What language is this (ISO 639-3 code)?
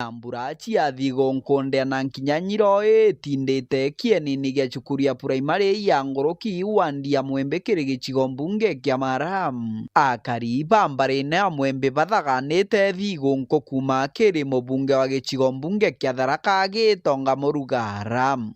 mer